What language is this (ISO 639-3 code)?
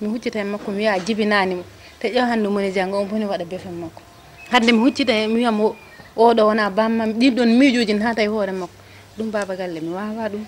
ful